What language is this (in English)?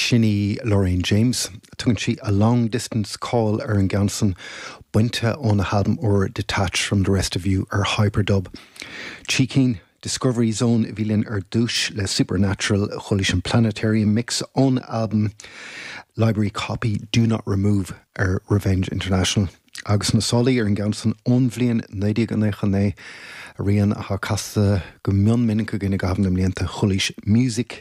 Irish